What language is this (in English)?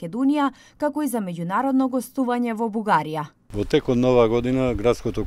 Macedonian